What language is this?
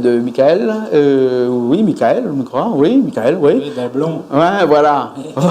Réunion Creole French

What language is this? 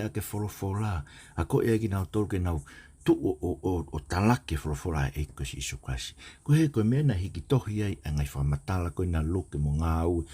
Tongan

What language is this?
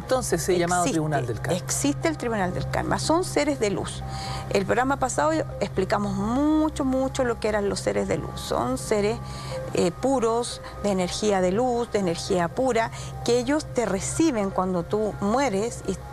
Spanish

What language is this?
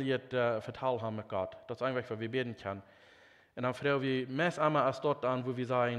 Plautdietsch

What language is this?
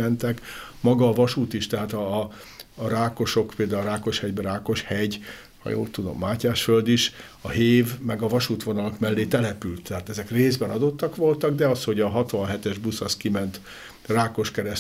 Hungarian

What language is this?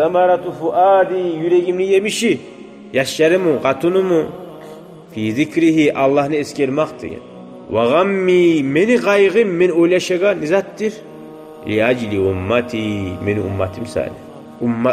Kumyk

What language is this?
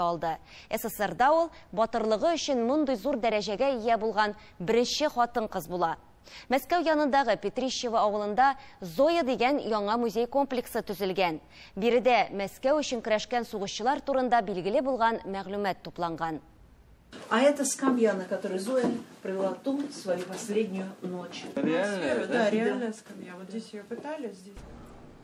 Tatar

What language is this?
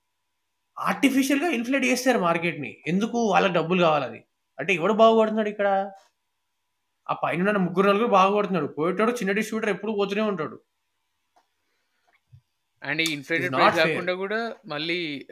Telugu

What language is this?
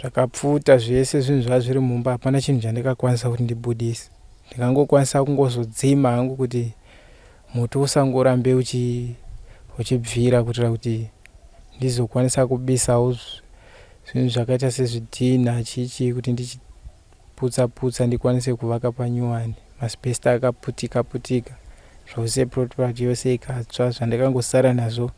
Shona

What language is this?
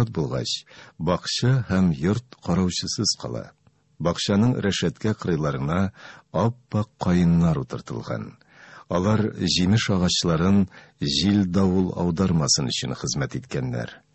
Tatar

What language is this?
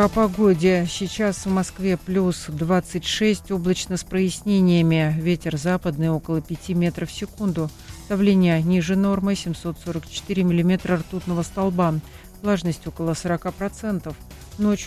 Russian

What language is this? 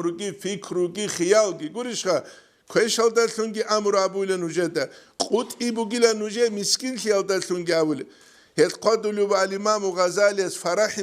Avaric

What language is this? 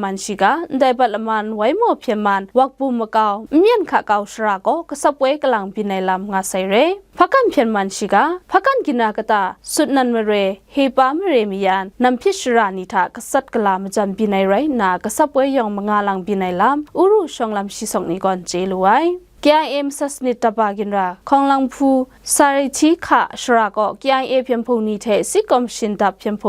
Kachin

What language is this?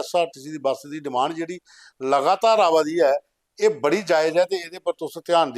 Dogri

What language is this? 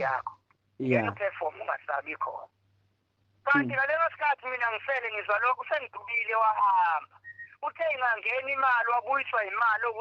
Zulu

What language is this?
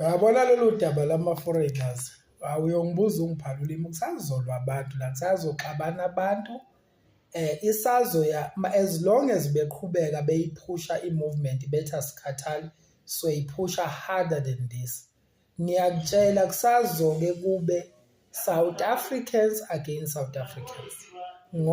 Zulu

